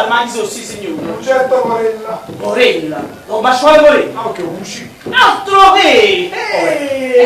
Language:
Neapolitan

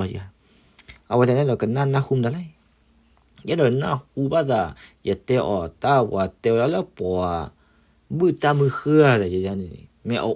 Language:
S'gaw Karen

